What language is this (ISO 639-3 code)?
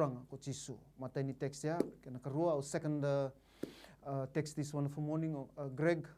fij